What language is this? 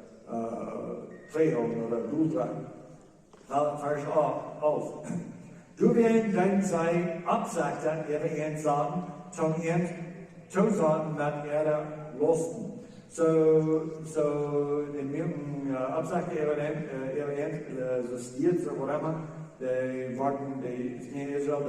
Plautdietsch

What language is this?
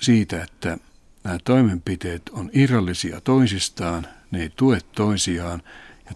Finnish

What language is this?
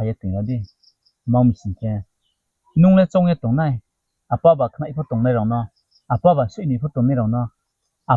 Riang (India)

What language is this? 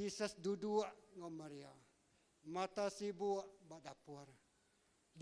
Iban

